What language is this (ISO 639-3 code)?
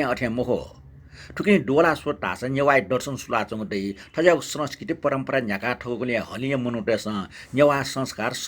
new